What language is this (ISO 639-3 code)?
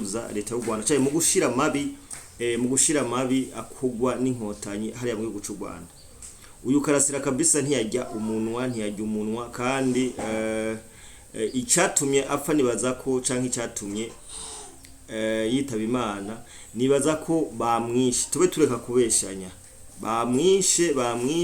run